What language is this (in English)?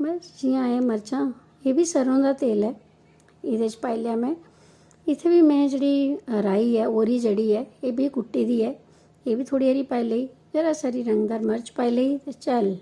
Dogri